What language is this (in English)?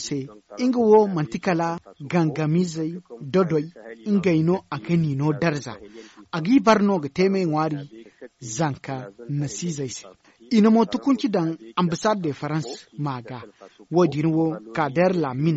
Zarma